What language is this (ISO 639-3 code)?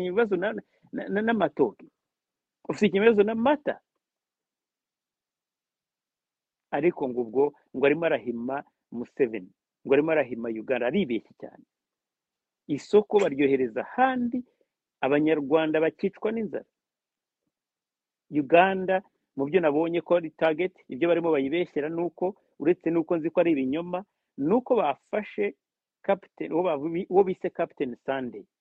kin